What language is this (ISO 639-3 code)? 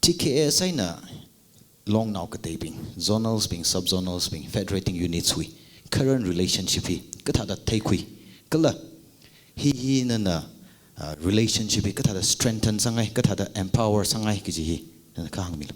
nmf